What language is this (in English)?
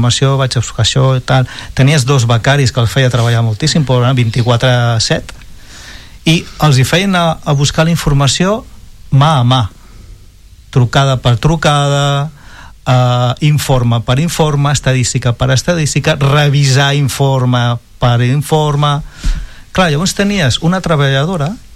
Catalan